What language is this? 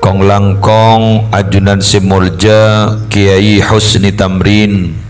Madurese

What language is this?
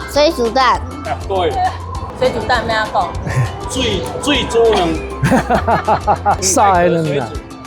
Min Nan Chinese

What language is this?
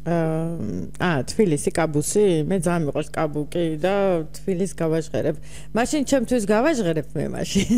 Georgian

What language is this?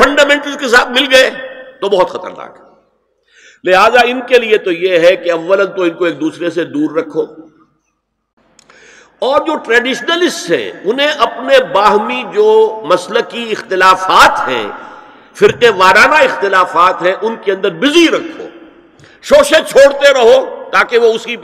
Urdu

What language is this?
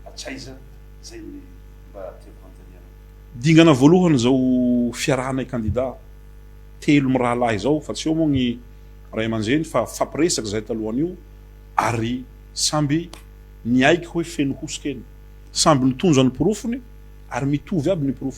Malagasy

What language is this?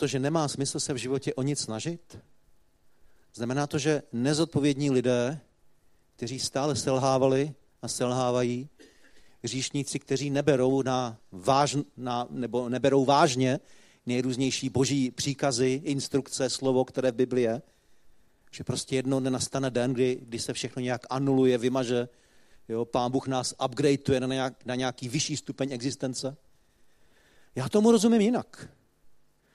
Czech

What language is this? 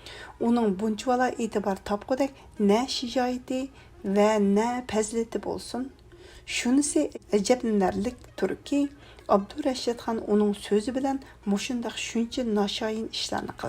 Uyghur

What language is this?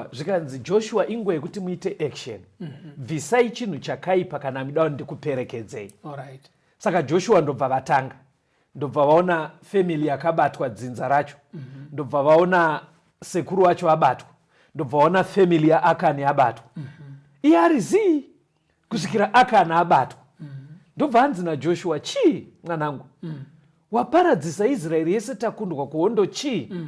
Shona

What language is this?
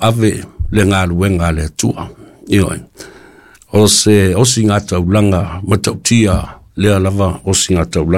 Samoan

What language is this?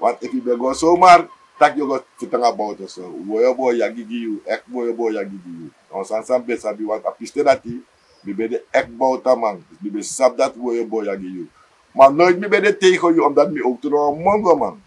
Sranan Tongo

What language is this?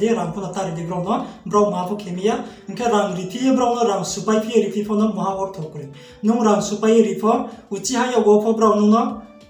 Riang (India)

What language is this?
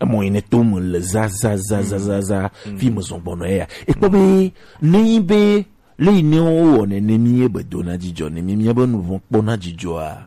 Gen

